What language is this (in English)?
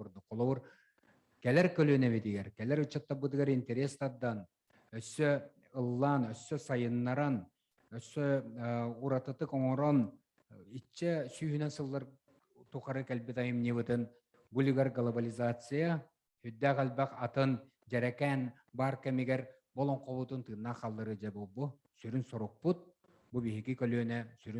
Yakut